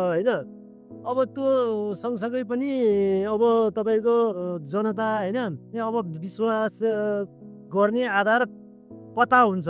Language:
Nepali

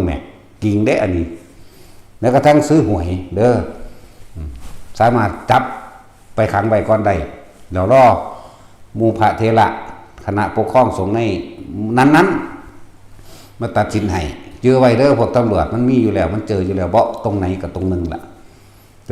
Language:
Northeastern Thai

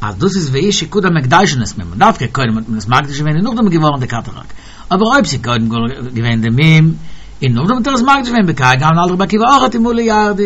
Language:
Yiddish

